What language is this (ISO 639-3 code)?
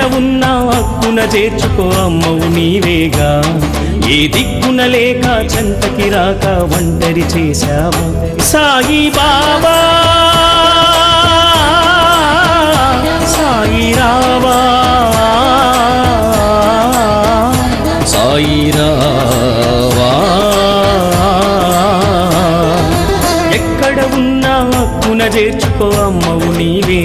tel